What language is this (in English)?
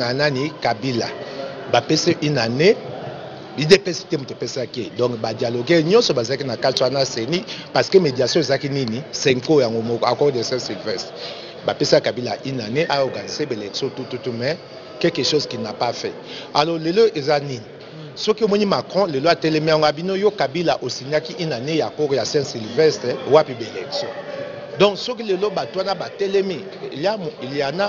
Lingala